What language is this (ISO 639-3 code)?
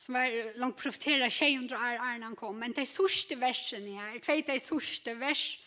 fao